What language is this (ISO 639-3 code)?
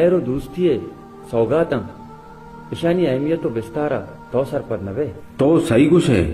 bal